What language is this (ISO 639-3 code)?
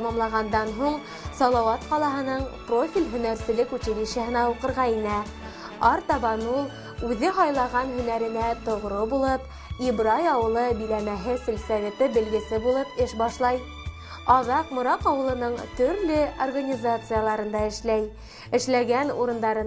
bak